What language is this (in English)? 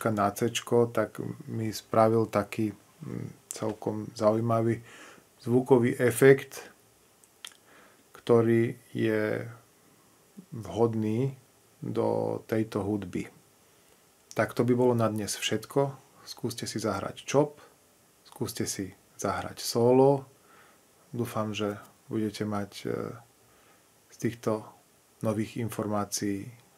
Slovak